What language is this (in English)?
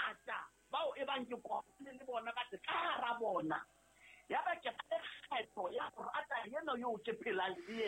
Southern Sotho